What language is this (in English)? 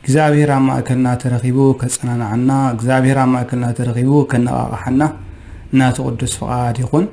Tigrinya